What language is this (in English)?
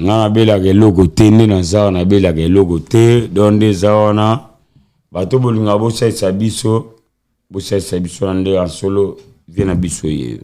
Lingala